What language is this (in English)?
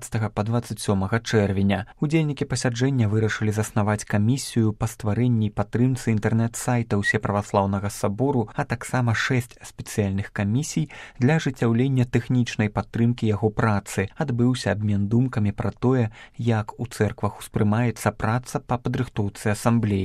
Belarusian